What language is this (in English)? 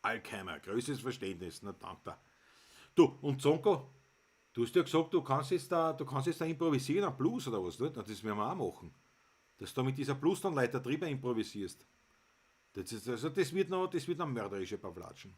Bavarian